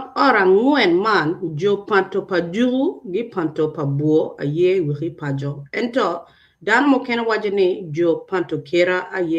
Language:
Acoli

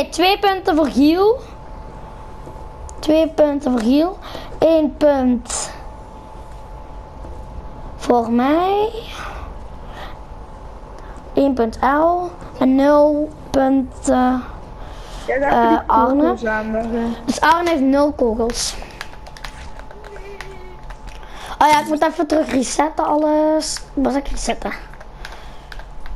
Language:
Dutch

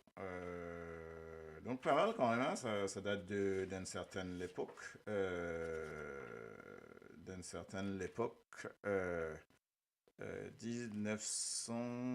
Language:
Morisyen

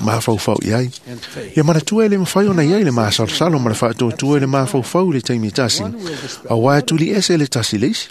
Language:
Samoan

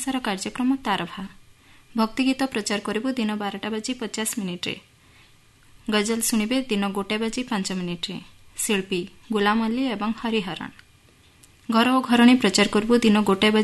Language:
Odia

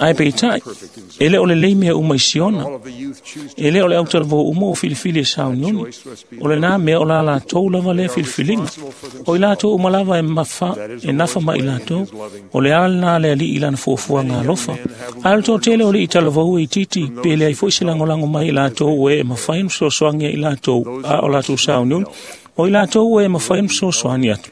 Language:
Samoan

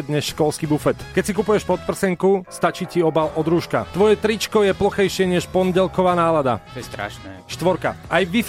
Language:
Slovak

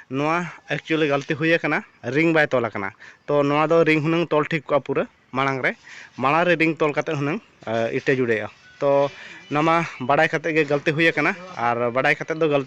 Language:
Santali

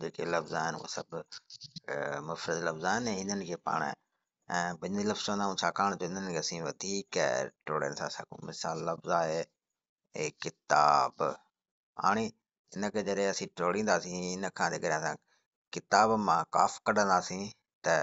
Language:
Sindhi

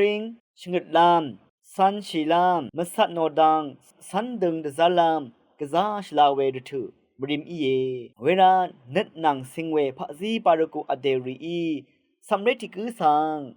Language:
Rawang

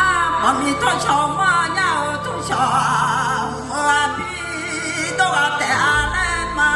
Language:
Akha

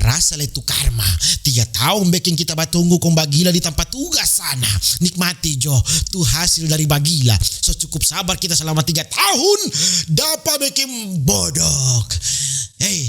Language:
Manado Malay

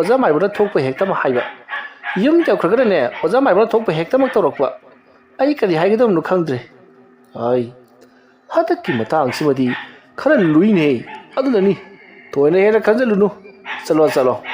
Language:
Manipuri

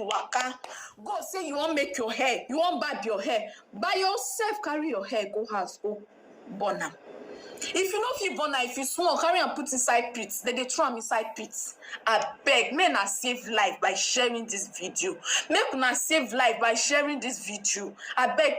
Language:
Nigerian Pidgin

